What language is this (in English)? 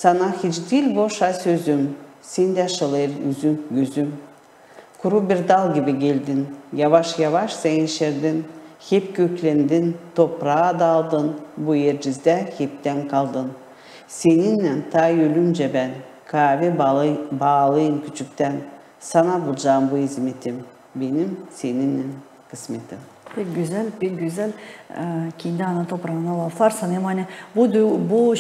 Gagauz